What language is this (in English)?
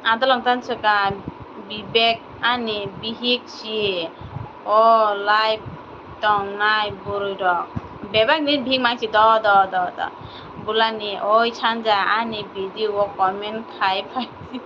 Kok Borok